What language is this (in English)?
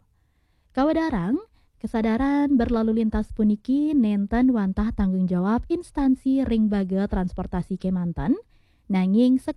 Balinese